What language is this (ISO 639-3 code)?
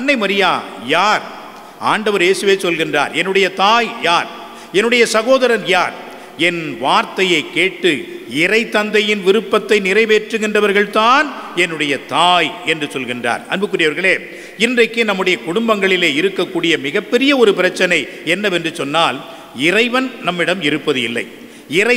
tam